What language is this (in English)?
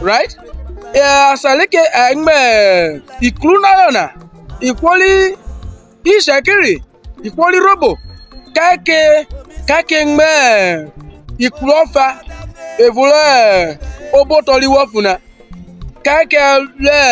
Urhobo